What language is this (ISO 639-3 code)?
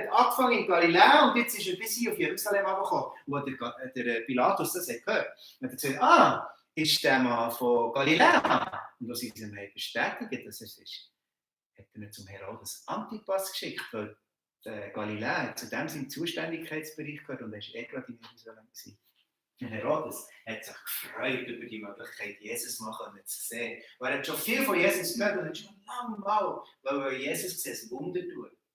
gsw